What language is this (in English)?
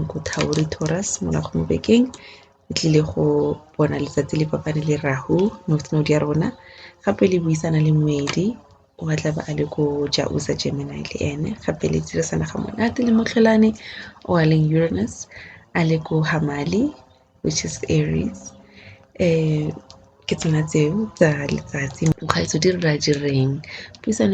Tswana